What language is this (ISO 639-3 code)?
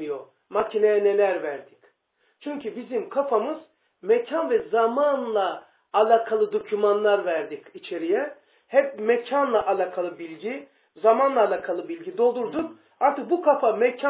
tur